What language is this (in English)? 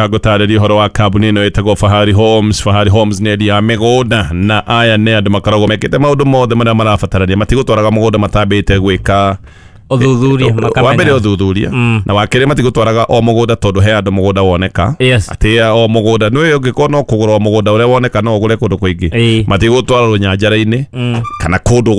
Kikuyu